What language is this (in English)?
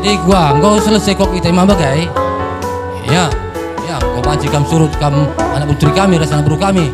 Batak Karo